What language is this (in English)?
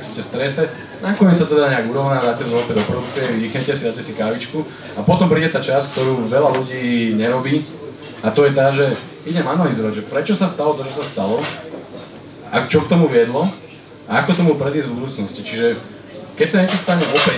Slovak